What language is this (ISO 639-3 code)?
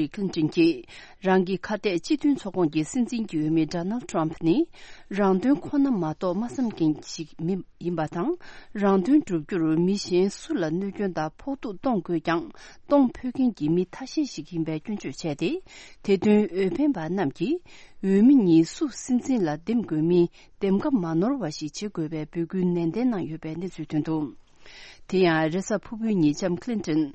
bod